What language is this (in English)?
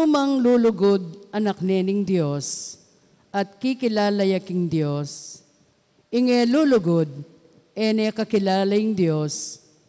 Pampanga